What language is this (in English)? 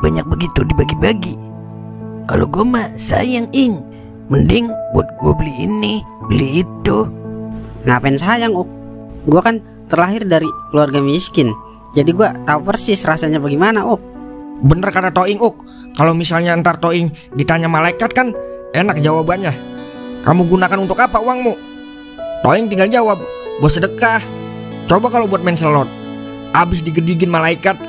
Betawi